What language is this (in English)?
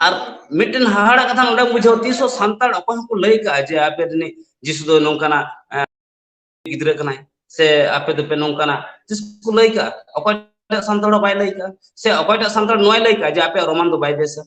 Santali